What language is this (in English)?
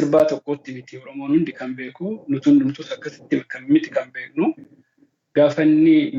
Oromo